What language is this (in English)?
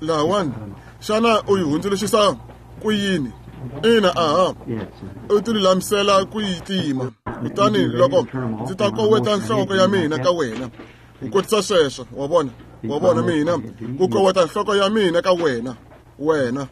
Tsonga